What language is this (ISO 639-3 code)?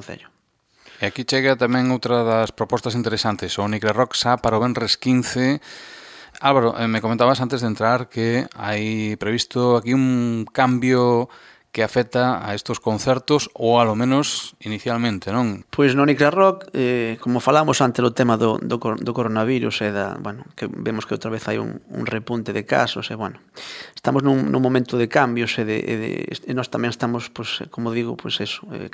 glg